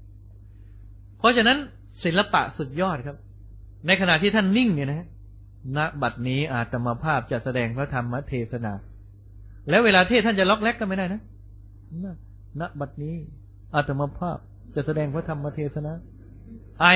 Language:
Thai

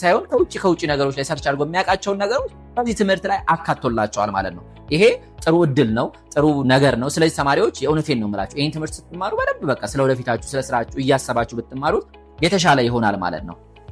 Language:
Amharic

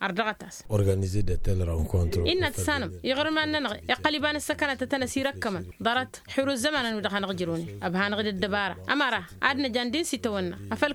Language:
Tamasheq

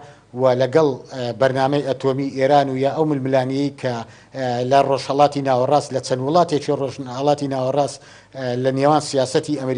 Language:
Central Kurdish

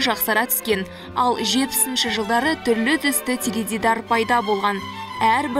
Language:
Kazakh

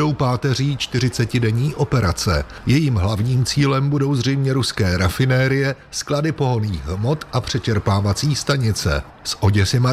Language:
Czech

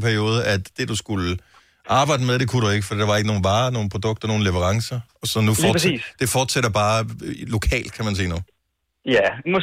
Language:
Danish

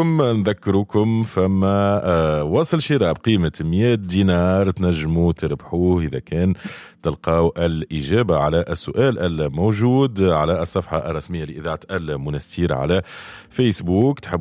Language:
Tunisian Arabic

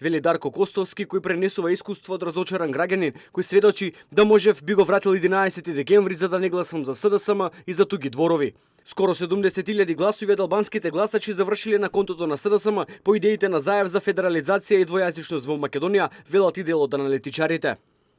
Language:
Macedonian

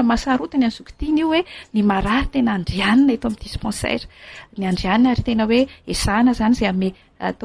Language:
Malagasy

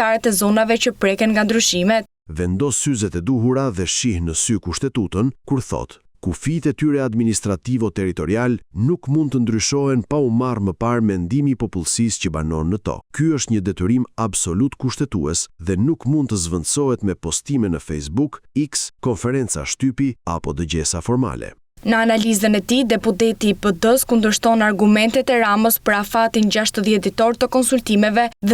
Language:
Albanian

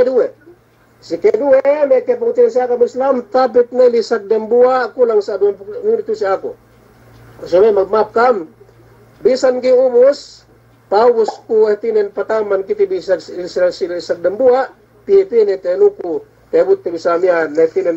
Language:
Yakan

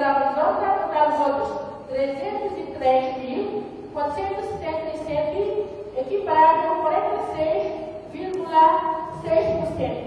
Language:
Tetum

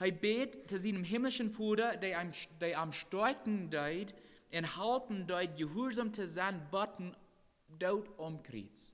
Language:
Plautdietsch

